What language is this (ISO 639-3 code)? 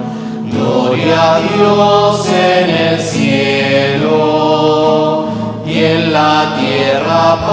spa